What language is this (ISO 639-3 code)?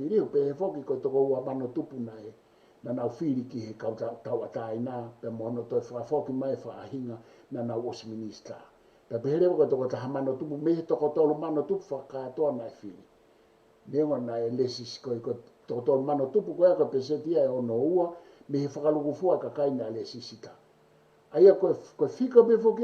ton